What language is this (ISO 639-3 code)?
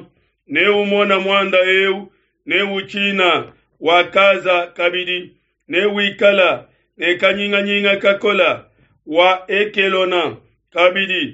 lua